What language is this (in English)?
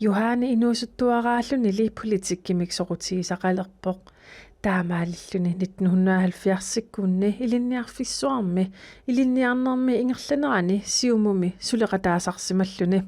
Kalaallisut